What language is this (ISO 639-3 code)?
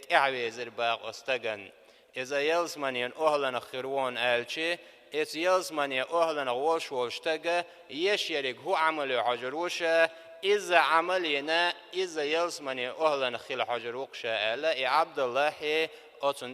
che